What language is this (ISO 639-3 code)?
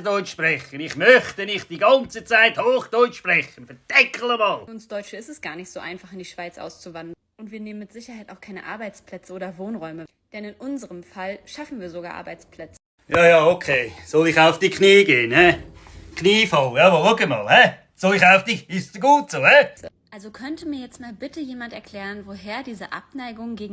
gsw